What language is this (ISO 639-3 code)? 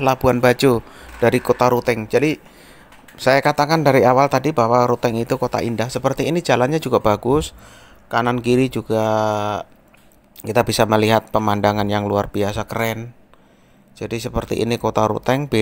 ind